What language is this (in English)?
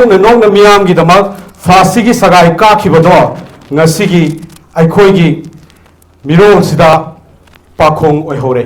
Manipuri